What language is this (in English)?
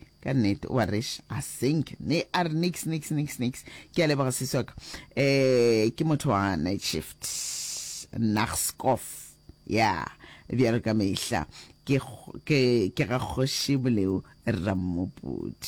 Northern Sotho